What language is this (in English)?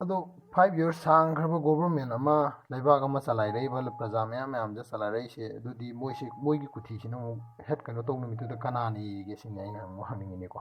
Manipuri